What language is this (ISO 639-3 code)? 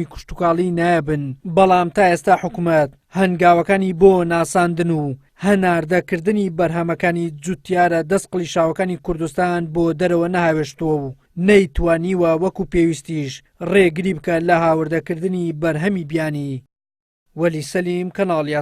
ckb